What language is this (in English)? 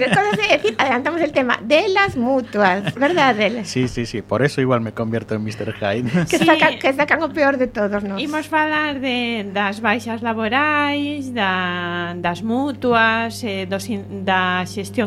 Galician